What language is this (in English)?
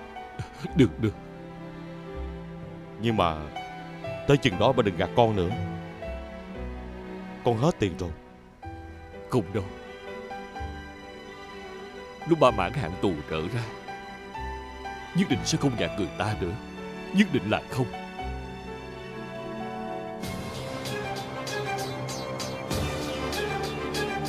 Vietnamese